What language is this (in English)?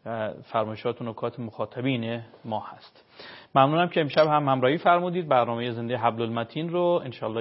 Persian